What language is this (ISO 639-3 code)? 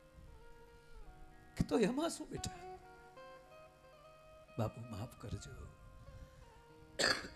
guj